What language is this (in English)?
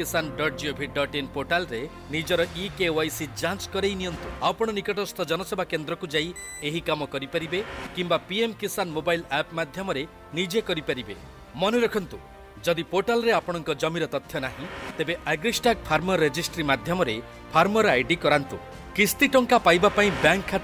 Odia